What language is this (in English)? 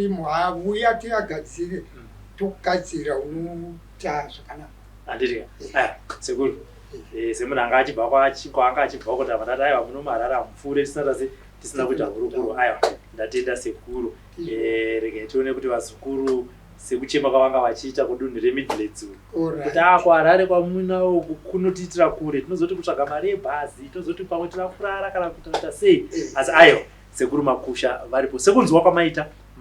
Shona